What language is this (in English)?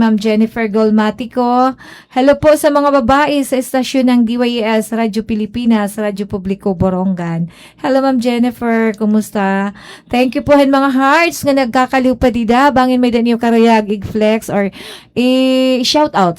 Waray